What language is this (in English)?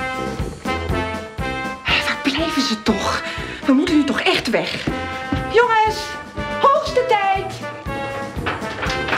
Dutch